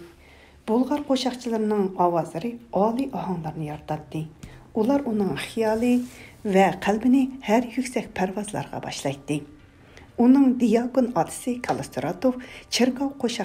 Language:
Uyghur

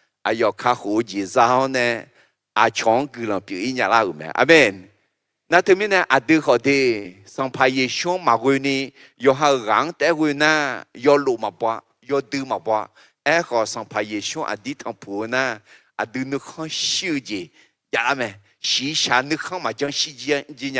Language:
Akha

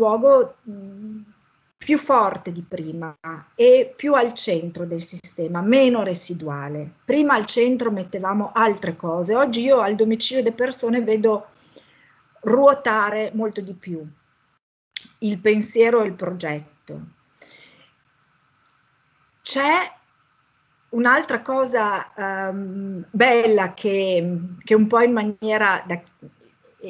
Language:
Italian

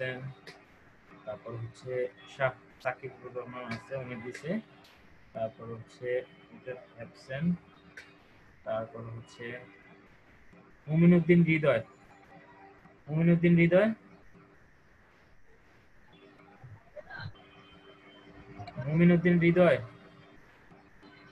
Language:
Bangla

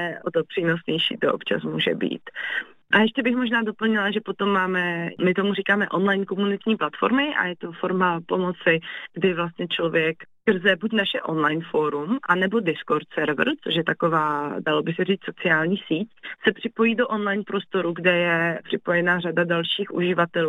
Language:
Czech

